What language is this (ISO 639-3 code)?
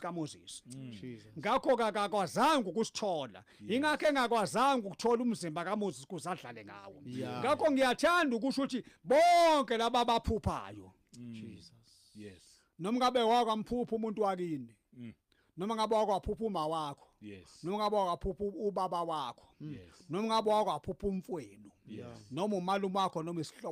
zul